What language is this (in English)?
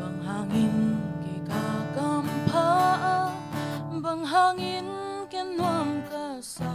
Tedim Chin